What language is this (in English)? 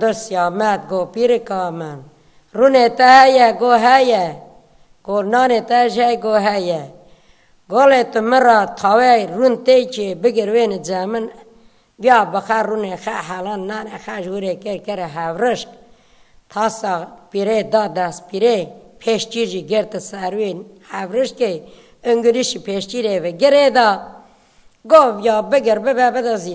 Kurdish